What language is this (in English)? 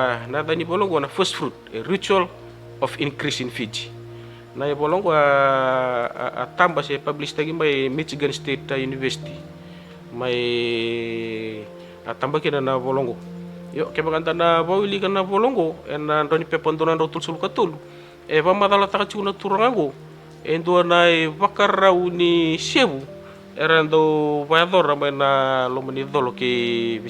Fijian